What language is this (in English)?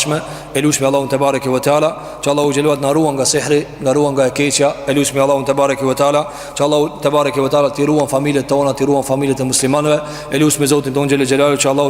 Albanian